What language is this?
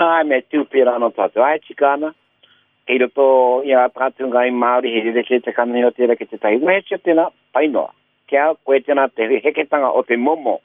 Māori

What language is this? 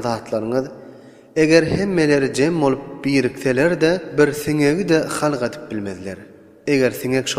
Turkmen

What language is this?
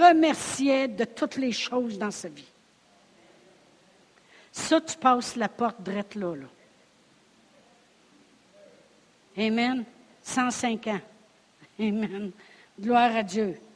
French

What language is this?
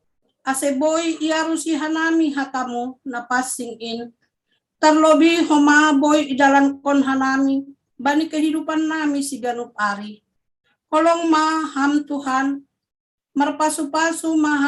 Batak Simalungun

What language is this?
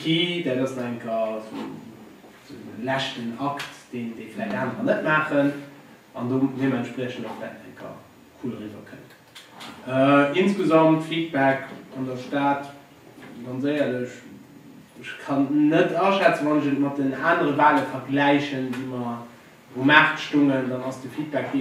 Luxembourgish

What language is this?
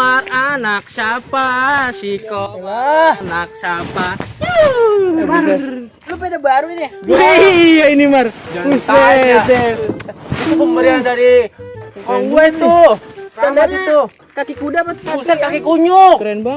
Betawi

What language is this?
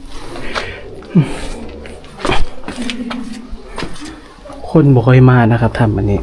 Lao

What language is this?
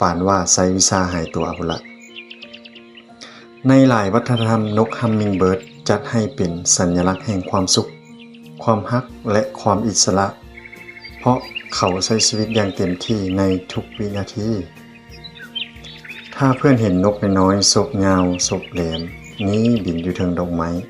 Lao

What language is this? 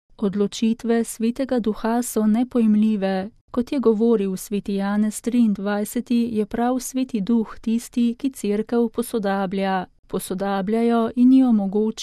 Slovenian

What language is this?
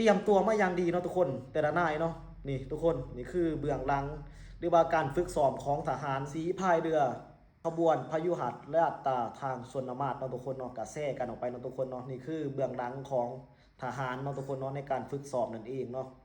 Lao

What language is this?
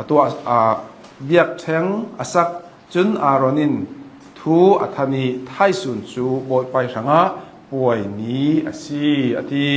Hakha Chin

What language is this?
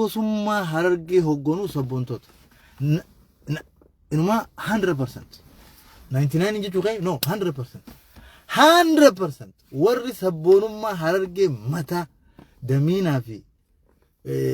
Oromo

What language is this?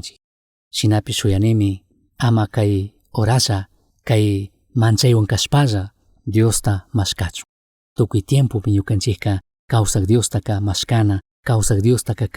Chimborazo Highland Quichua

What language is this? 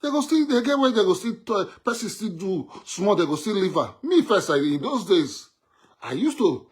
Nigerian Pidgin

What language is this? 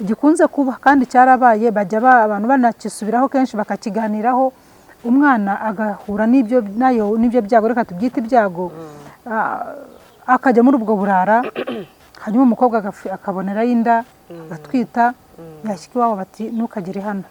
Kinyarwanda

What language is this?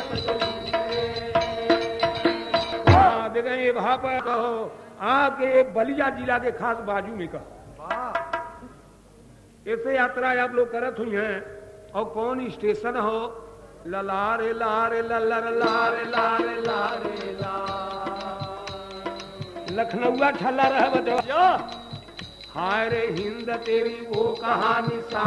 Bhojpuri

